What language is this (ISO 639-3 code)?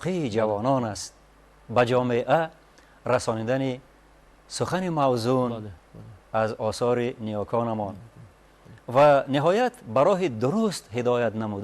tgk